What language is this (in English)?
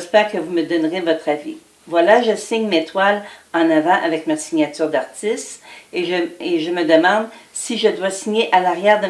French